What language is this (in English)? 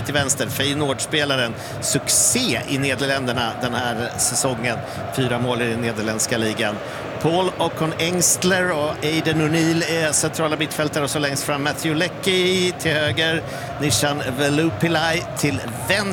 Swedish